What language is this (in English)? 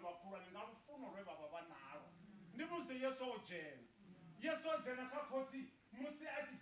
Venda